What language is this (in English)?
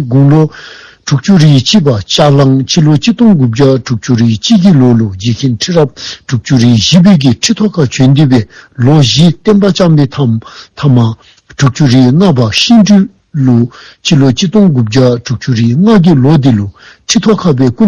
Dzongkha